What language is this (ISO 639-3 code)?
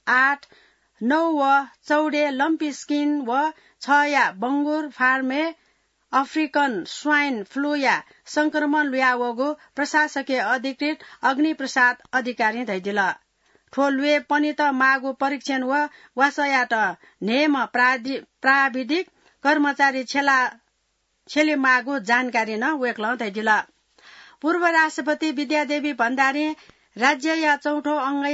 new